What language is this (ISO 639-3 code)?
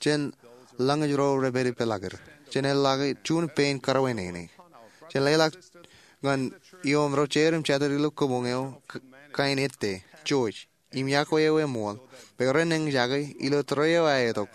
mah